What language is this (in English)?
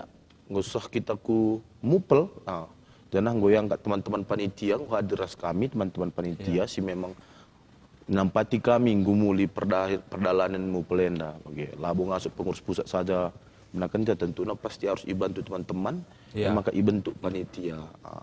Batak Karo